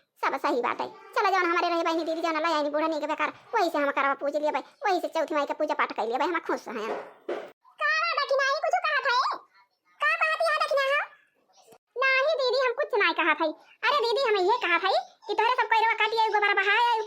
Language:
Awadhi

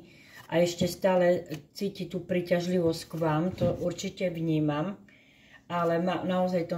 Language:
Slovak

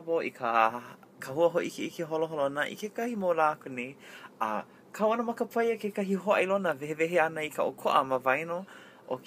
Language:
Hawaiian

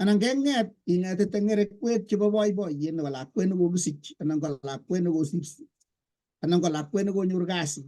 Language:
Kalenjin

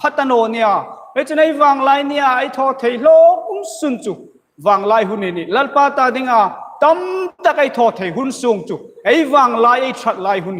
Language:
Hmar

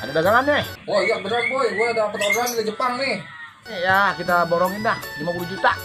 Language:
Betawi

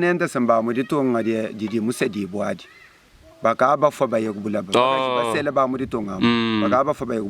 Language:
Luba-Lulua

